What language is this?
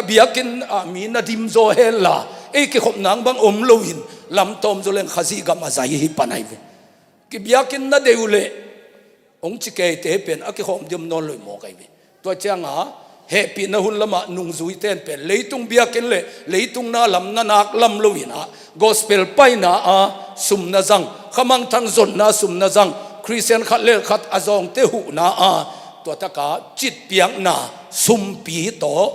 Tedim Chin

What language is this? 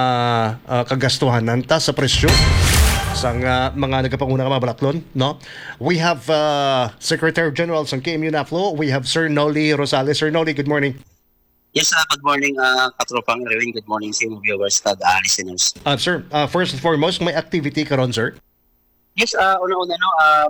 Hiligaynon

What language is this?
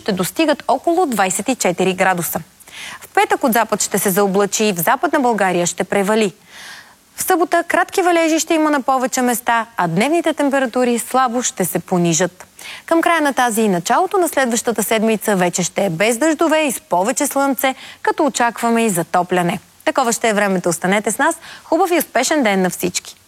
Bulgarian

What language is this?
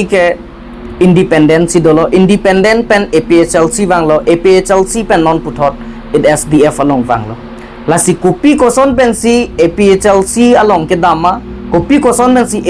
Karbi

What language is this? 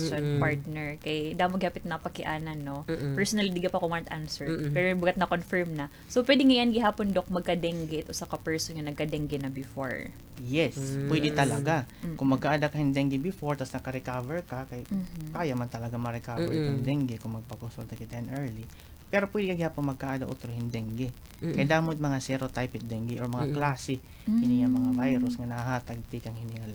Waray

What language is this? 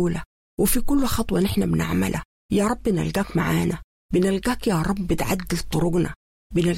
Sudanese Arabic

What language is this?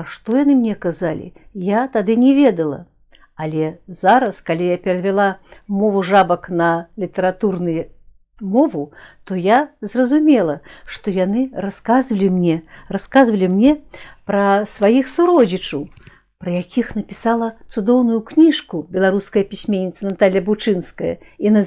Belarusian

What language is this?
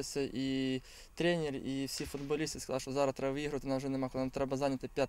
Ukrainian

